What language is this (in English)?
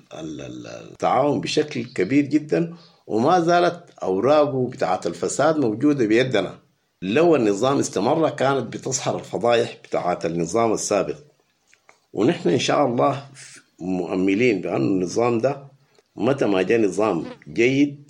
Sudanese Arabic